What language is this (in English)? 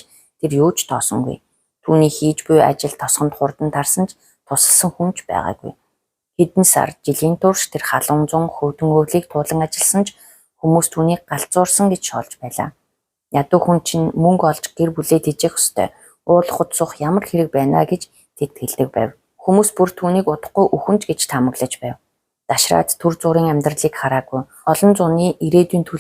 Mongolian